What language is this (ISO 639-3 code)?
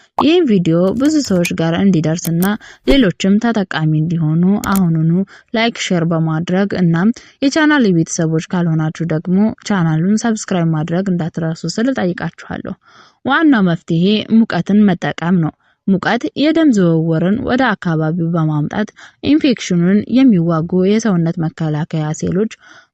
amh